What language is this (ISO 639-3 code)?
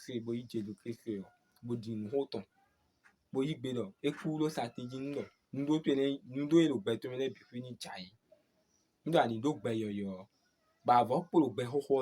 fon